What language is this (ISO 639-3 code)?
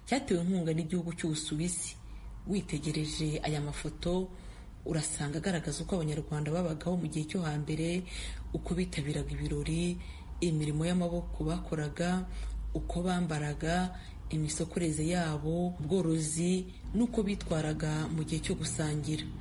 kin